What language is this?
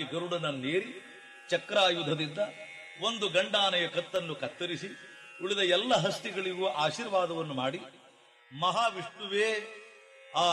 Kannada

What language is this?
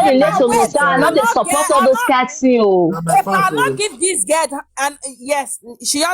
Nigerian Pidgin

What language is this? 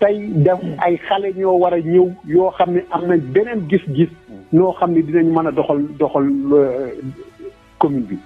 Wolof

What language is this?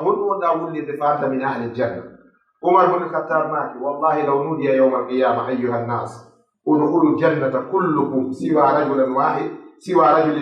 Fula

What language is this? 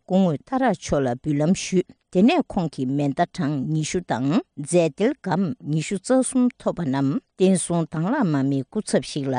Tibetan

